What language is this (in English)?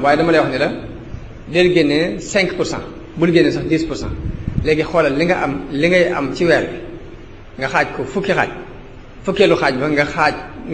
Wolof